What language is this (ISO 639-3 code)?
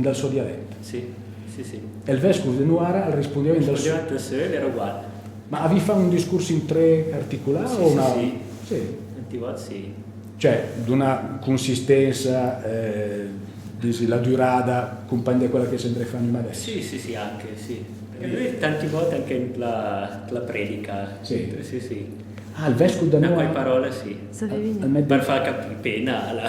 lmo